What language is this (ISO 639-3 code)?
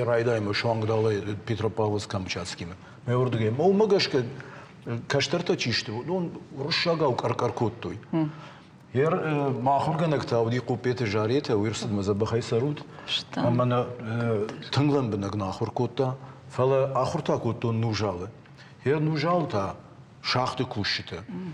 oss